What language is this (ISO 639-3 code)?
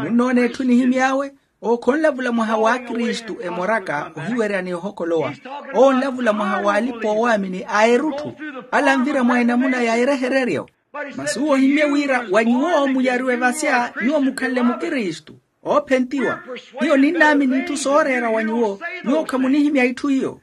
vmw